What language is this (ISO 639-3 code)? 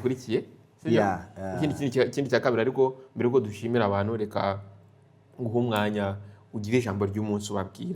kin